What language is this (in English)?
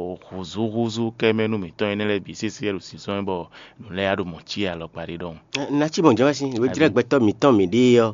Fon